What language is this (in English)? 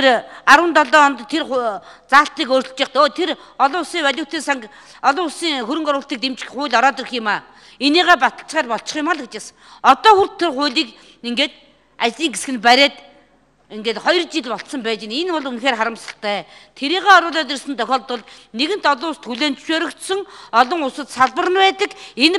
Mongolian